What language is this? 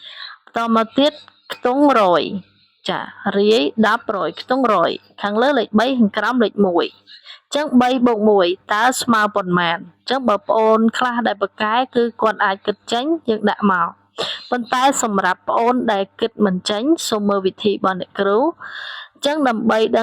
Khmer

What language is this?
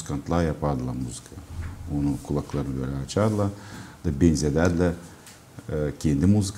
Gagauz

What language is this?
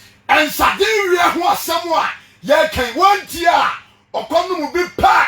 Akan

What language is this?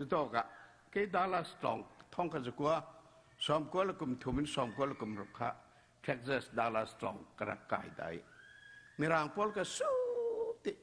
Falam Chin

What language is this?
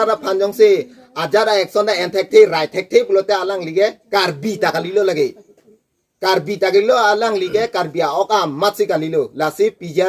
Karbi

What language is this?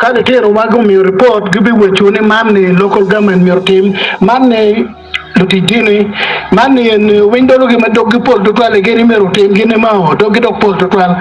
Acoli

